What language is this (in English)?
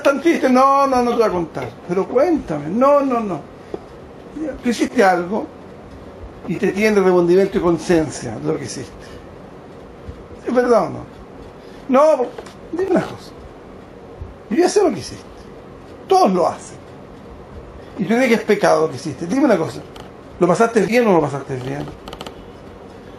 Spanish